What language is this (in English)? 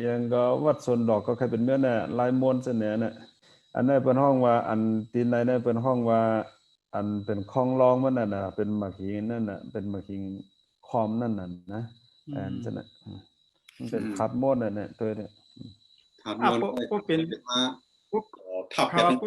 Shan